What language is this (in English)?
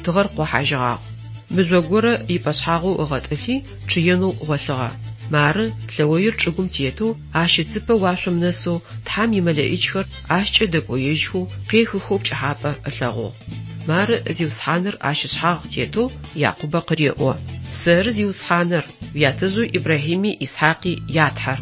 Adyghe